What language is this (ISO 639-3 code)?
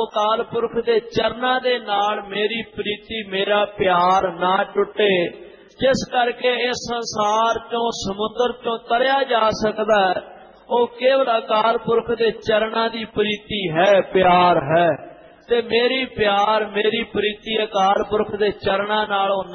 pan